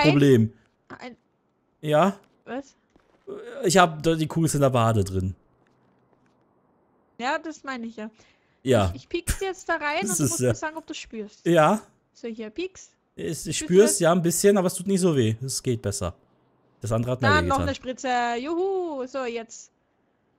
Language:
German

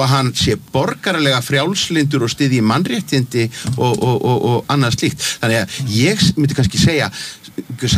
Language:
Icelandic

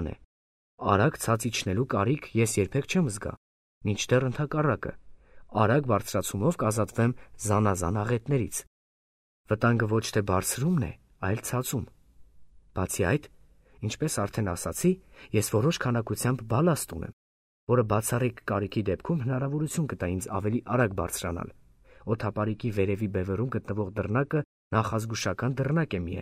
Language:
Armenian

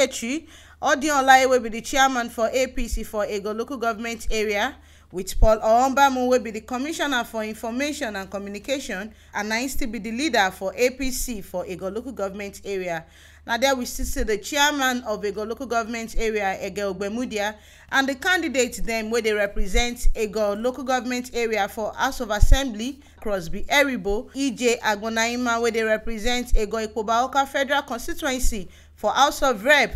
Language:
Nigerian Pidgin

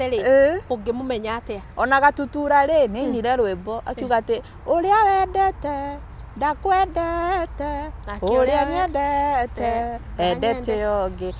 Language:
Kikuyu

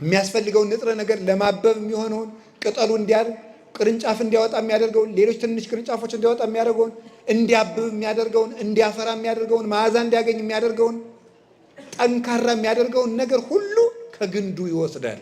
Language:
Amharic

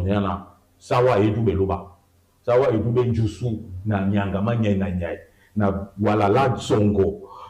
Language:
Duala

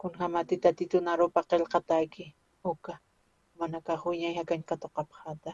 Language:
Aymara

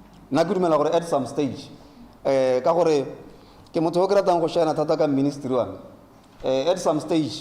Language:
Tswana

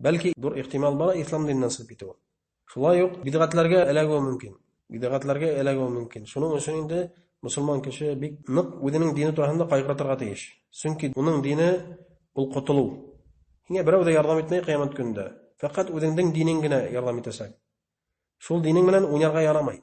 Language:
Bashkir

